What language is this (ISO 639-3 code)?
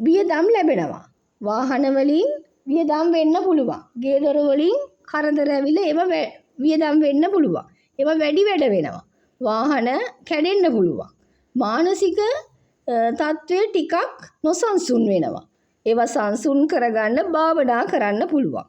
sin